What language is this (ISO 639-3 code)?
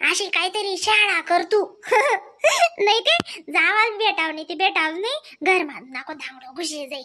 khn